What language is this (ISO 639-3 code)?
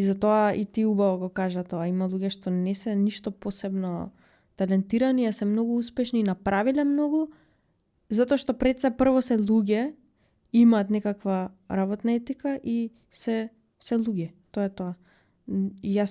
mkd